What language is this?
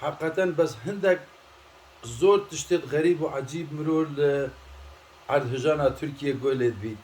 Kurdish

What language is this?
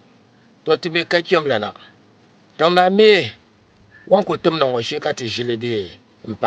Dagbani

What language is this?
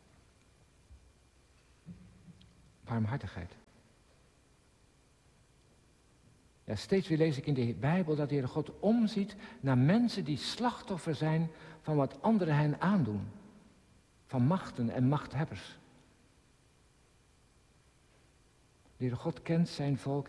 Dutch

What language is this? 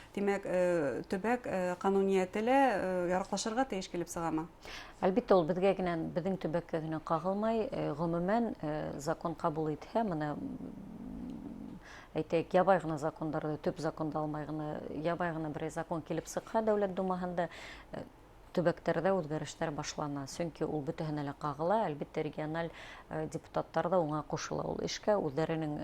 Bashkir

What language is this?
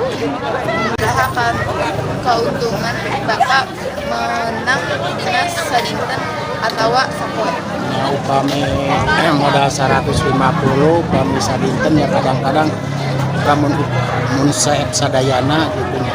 Sundanese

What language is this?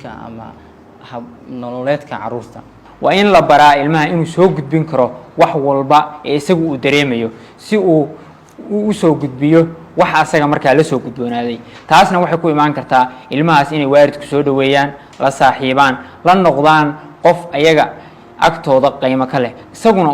Somali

